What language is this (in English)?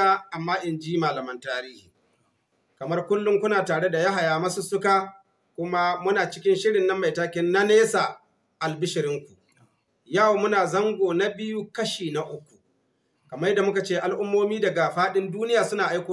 Hausa